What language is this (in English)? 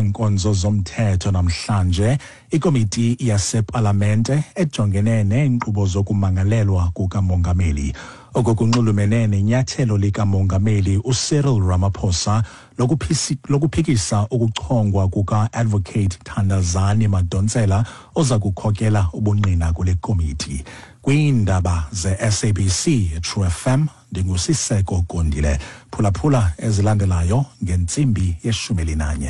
Xhosa